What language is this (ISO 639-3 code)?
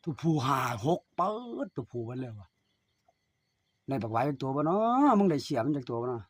lao